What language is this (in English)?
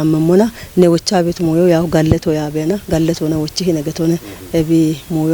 Kafa